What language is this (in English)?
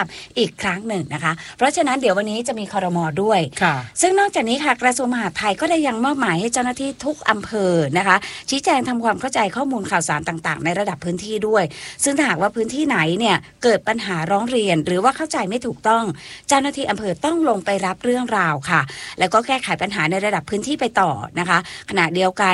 Thai